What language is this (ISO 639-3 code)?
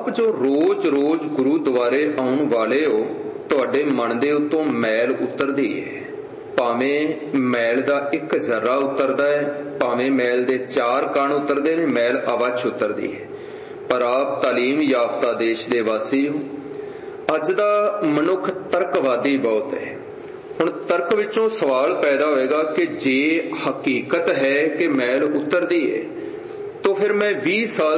pan